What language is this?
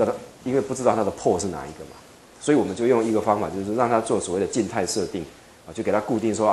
Chinese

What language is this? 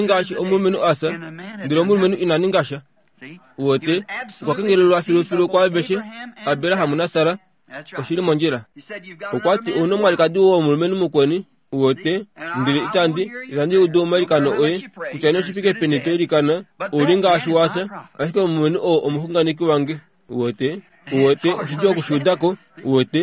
Kuanyama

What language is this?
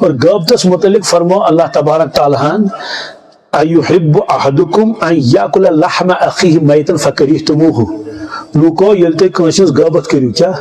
Kashmiri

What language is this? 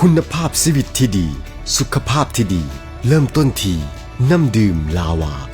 Lao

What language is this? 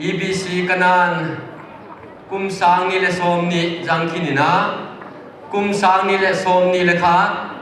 Paite Chin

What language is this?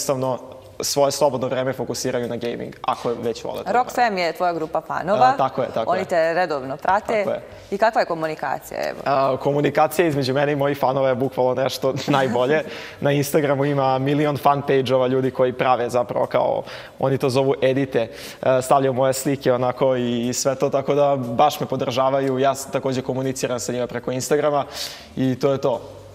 Serbian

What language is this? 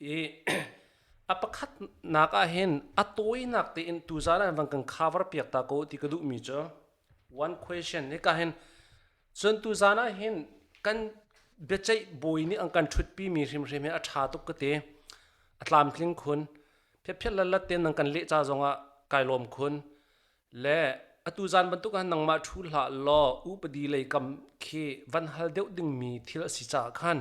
Hakha Chin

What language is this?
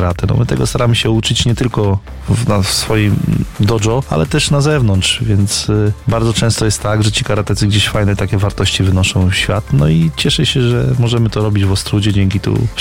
Polish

